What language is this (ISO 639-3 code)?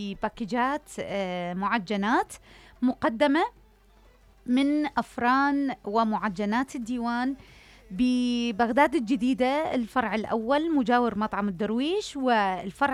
acm